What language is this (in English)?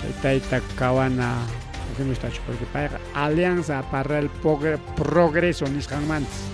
Ayacucho Quechua